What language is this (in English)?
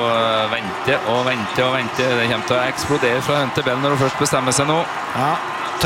Norwegian